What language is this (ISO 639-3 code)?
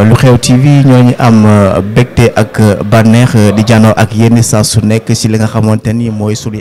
wol